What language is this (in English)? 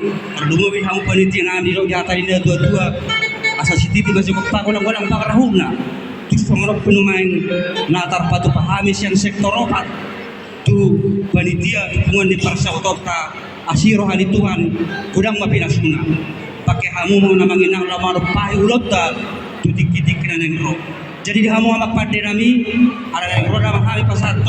Batak Toba